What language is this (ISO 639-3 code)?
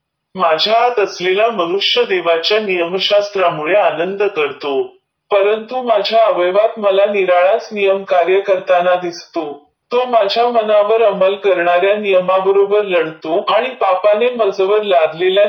mar